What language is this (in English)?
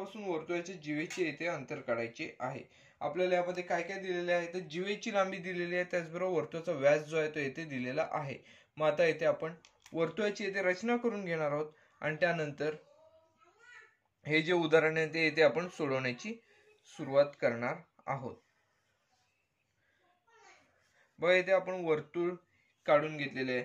Marathi